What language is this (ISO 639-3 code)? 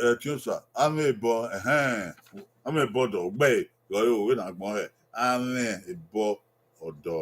bin